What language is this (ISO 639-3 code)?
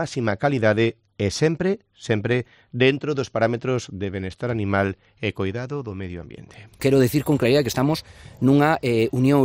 glg